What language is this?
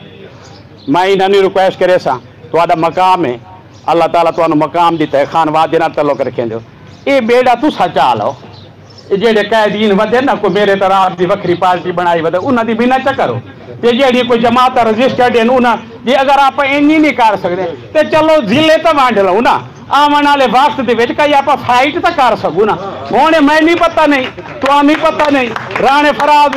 Saraiki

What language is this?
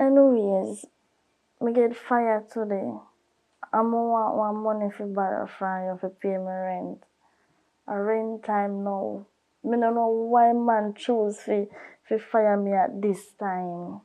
Jamaican Creole English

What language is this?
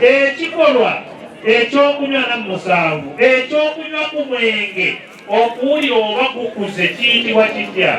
Ganda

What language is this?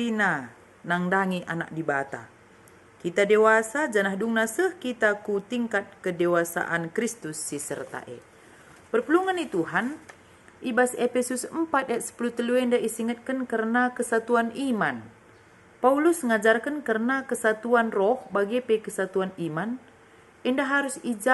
Batak Karo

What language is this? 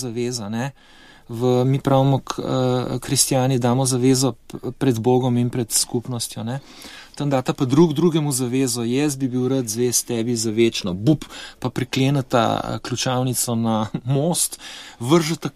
Slovenian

